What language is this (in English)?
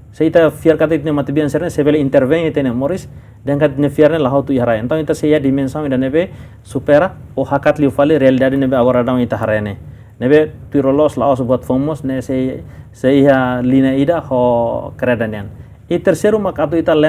Tetum